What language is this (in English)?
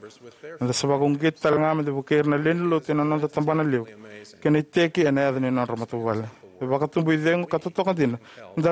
Fijian